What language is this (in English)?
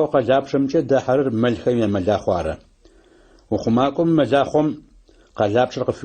Adyghe